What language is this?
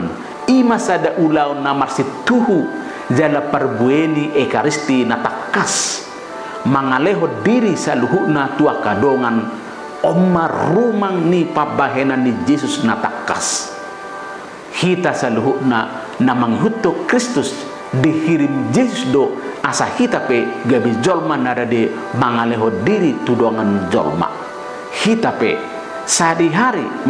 Batak Toba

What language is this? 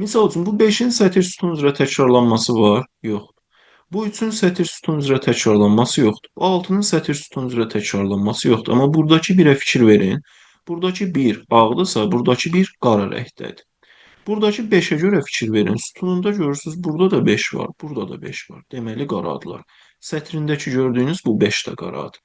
Azerbaijani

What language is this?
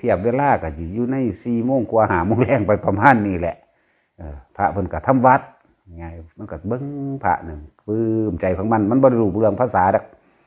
Northeastern Thai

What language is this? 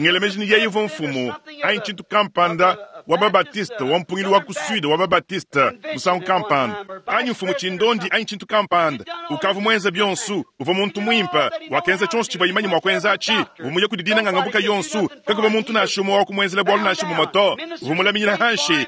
Luba-Lulua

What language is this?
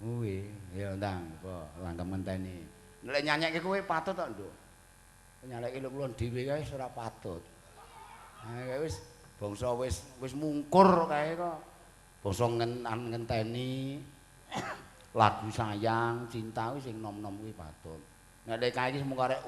Javanese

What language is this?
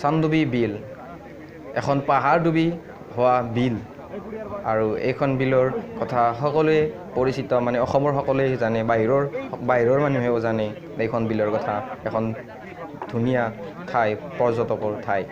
Assamese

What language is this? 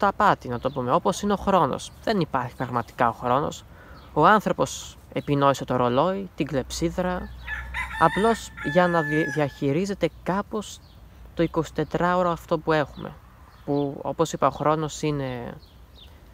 Greek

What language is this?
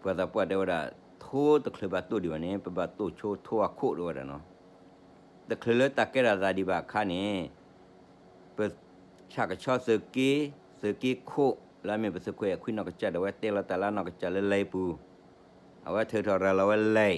S'gaw Karen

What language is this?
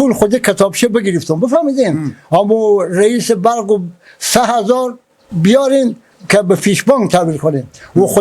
Persian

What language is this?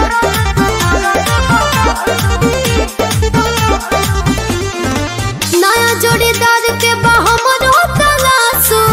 Bhojpuri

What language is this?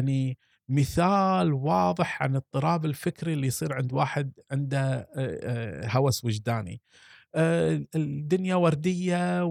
Gulf Arabic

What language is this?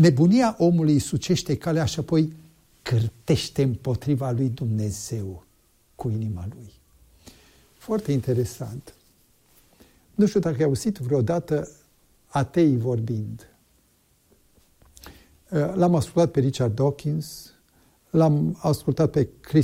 Romanian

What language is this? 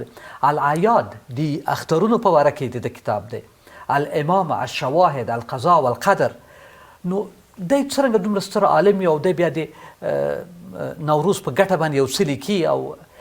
Pashto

